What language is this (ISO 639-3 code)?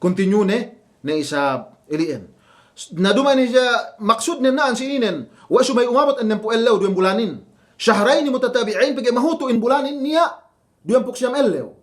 yka